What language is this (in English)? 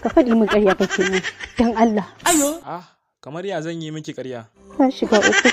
Hausa